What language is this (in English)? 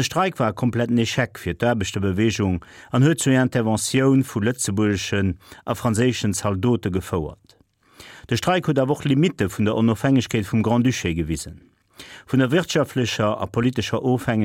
Luxembourgish